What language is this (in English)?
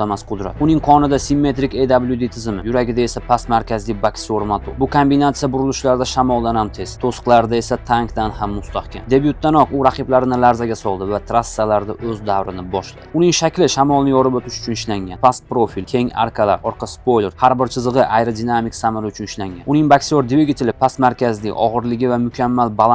Uzbek